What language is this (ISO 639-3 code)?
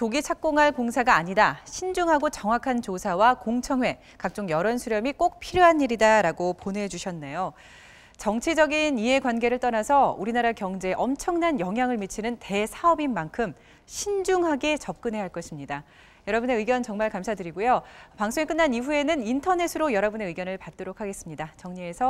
kor